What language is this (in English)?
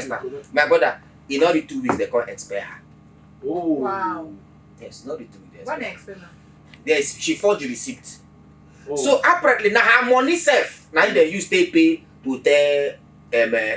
Nigerian Pidgin